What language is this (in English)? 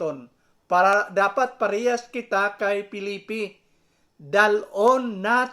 Hiligaynon